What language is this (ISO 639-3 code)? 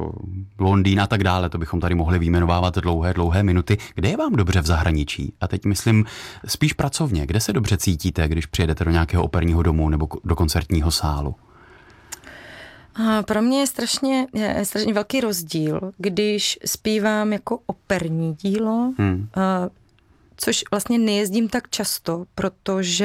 ces